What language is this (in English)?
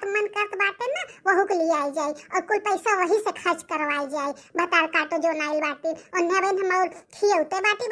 Bhojpuri